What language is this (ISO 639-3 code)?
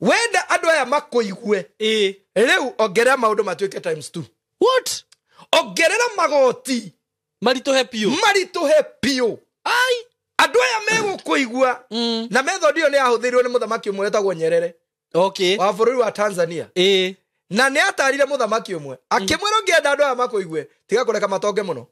kik